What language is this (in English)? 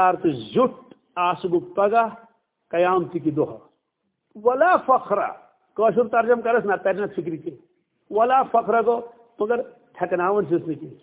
Kashmiri